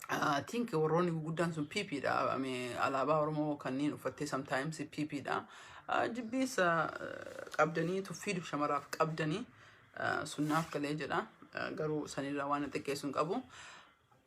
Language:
Oromo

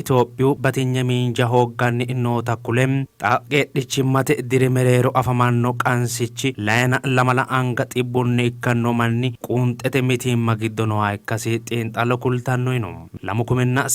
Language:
Sidamo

